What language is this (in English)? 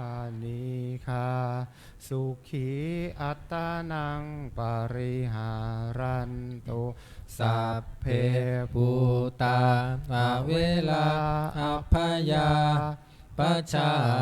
Pali